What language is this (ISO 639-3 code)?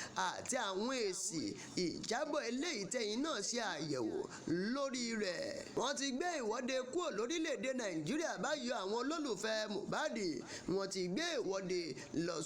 yor